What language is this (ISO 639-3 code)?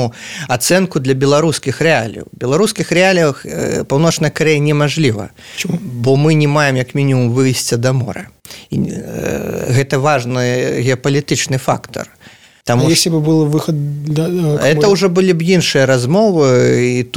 bel